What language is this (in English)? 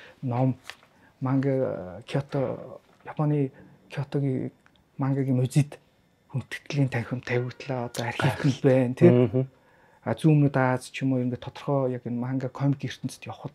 Mongolian